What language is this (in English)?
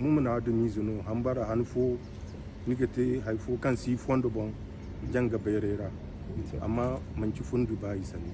Zarma